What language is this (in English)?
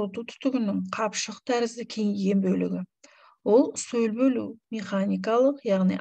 Kazakh